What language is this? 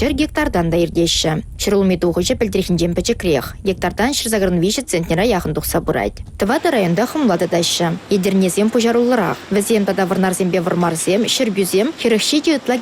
Chuvash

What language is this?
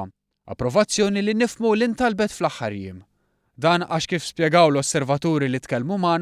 Maltese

